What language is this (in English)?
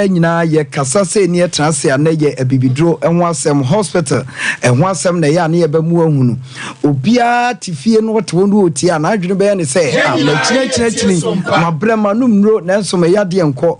Akan